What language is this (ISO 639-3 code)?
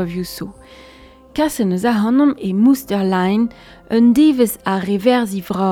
bre